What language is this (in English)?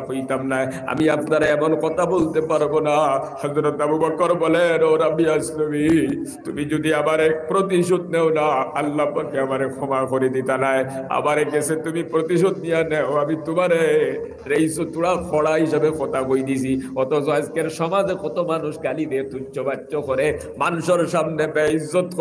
Sylheti